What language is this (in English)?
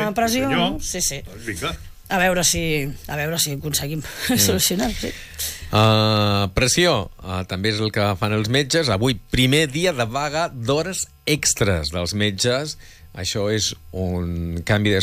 Catalan